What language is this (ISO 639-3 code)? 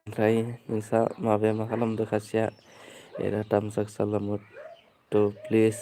brx